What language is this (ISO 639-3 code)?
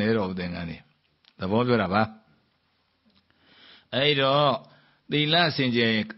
mya